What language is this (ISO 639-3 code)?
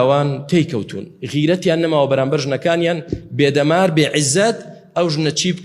ckb